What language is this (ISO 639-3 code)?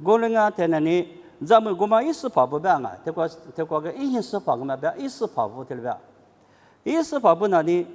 lis